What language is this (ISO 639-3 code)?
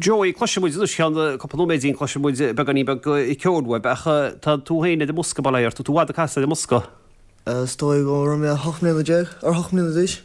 gle